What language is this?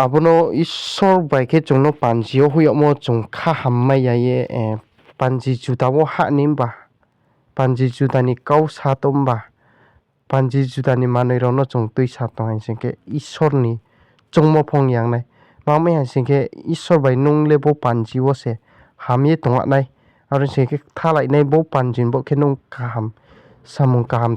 Riang (India)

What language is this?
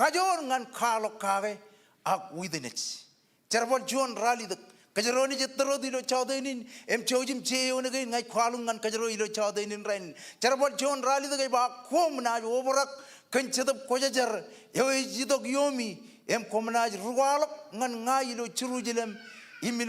Marshallese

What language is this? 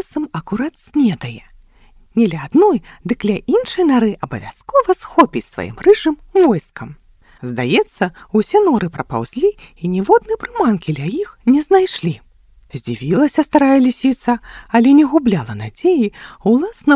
Belarusian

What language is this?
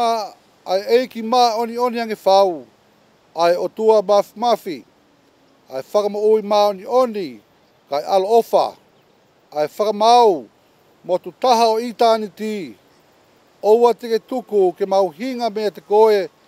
Tongan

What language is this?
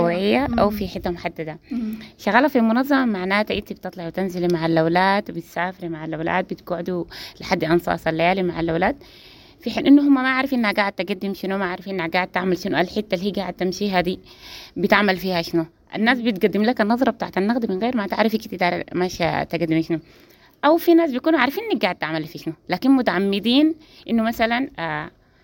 Sudanese Arabic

